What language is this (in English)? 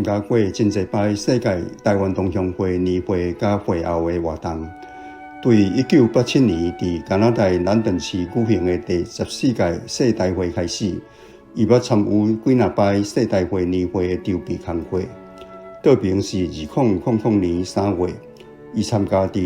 Min Nan Chinese